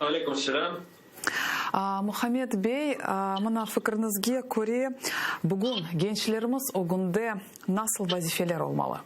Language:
Crimean Tatar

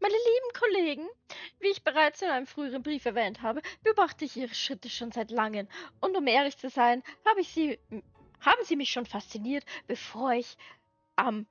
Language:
Bavarian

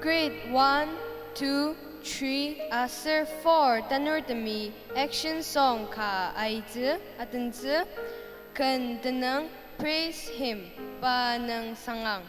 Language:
Ao Naga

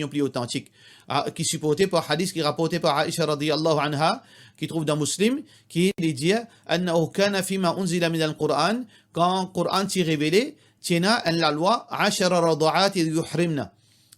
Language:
Morisyen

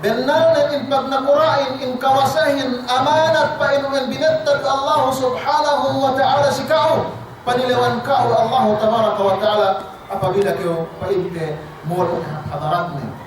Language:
Yakan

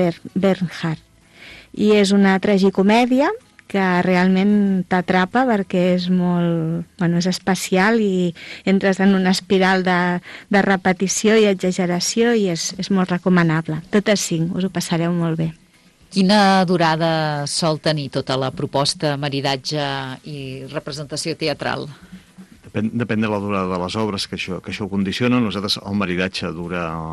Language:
Catalan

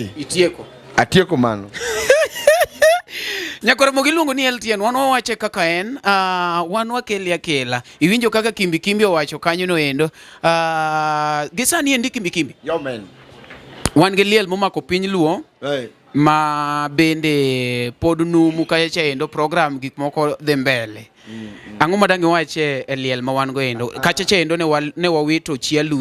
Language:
Luo (Kenya and Tanzania)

